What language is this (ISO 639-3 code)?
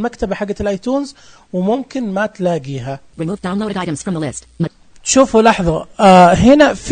ars